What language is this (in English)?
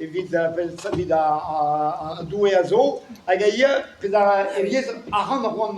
Breton